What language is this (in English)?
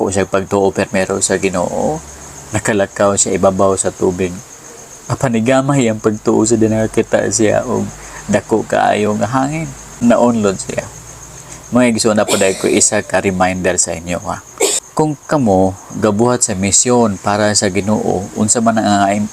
Cebuano